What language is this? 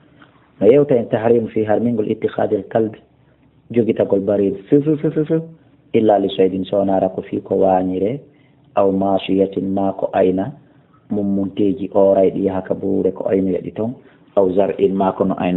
Fula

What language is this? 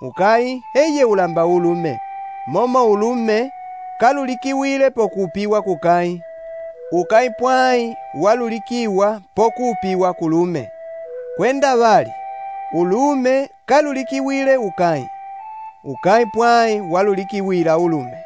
Umbundu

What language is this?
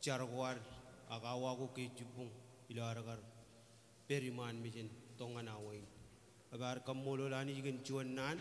Marshallese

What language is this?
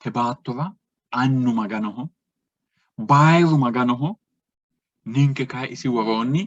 Sidamo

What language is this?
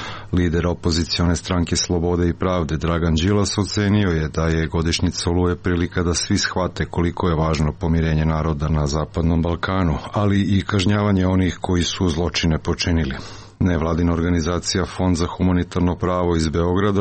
Serbian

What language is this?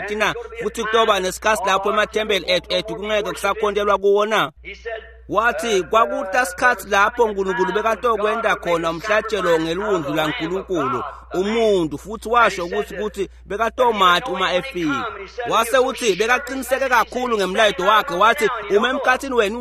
Swati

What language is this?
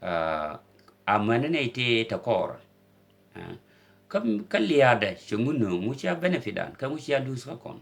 Nuer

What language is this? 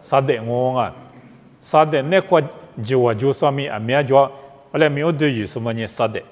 Lisu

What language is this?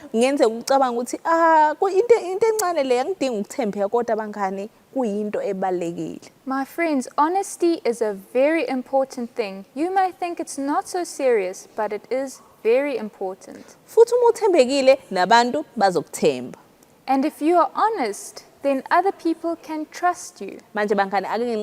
Zulu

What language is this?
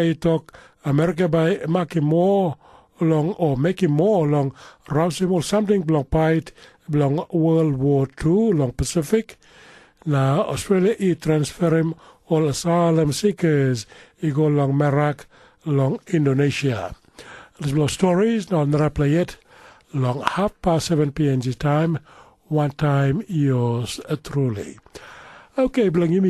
Tok Pisin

